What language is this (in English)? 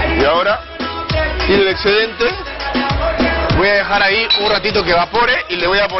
Spanish